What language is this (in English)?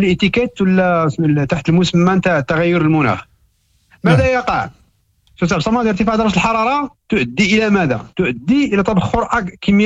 Moroccan Arabic